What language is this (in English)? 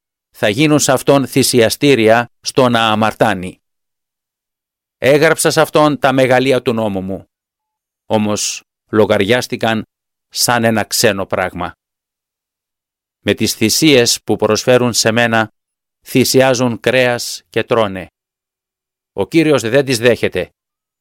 Greek